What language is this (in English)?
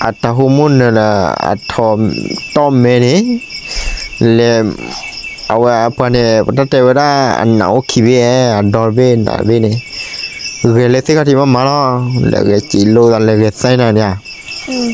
S'gaw Karen